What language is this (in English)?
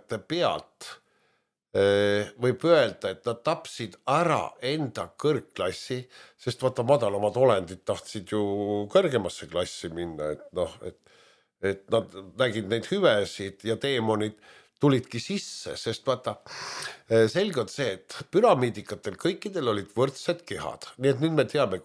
Estonian